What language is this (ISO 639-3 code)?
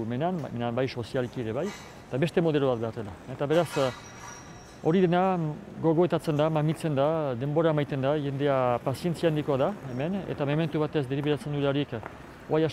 eus